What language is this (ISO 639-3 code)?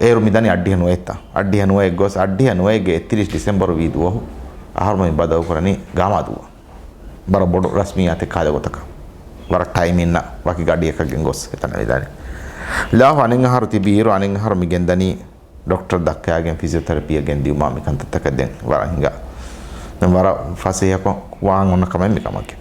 div